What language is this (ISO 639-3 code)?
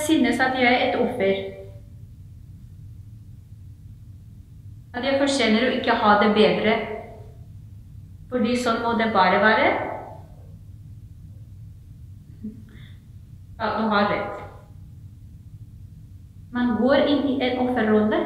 nor